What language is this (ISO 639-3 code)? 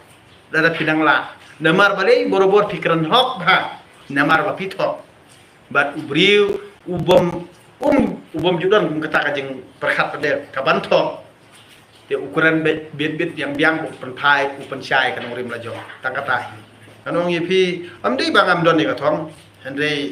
kha